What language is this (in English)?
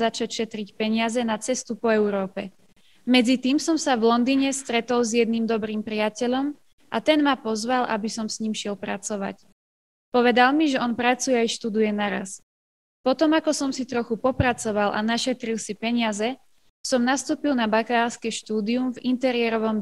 Slovak